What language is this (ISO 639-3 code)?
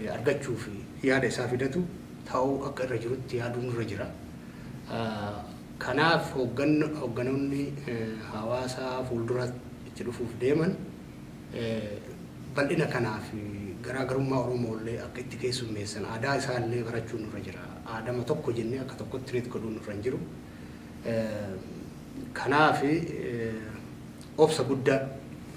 orm